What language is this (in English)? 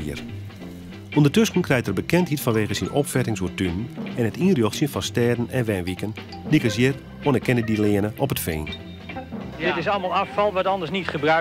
Western Frisian